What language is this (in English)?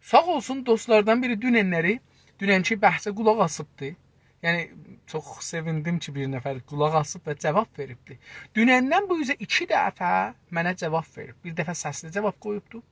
South Azerbaijani